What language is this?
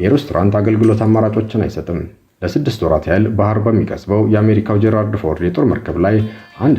Amharic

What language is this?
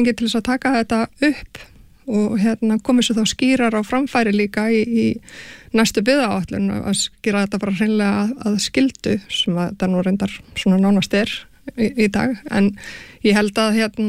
Icelandic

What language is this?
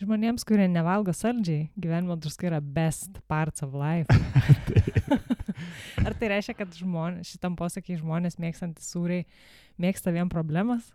Lithuanian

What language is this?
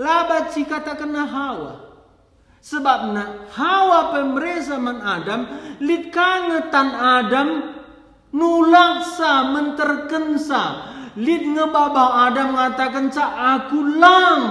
Batak Karo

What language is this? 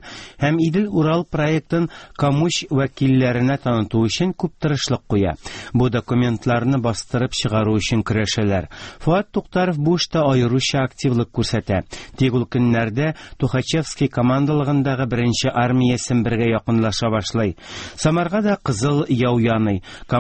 Tatar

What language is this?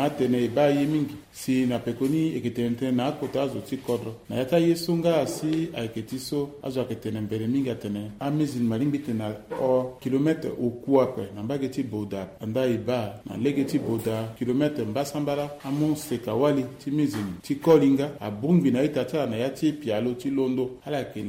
Sango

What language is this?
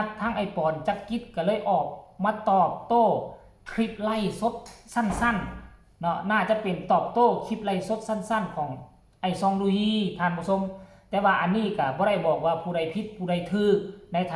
Lao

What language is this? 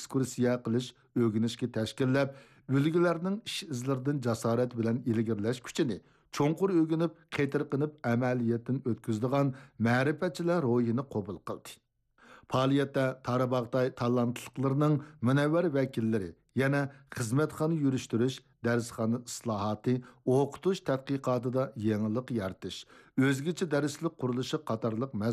Uyghur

